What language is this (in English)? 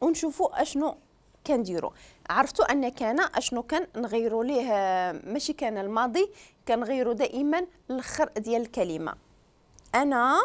Moroccan Arabic